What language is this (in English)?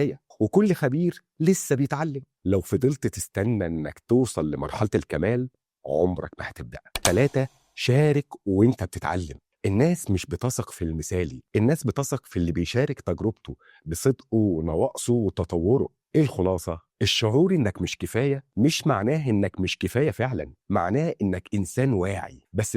Egyptian Arabic